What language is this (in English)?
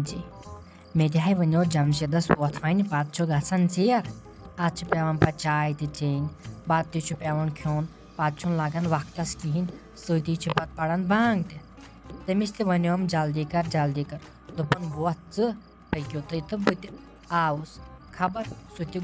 Kashmiri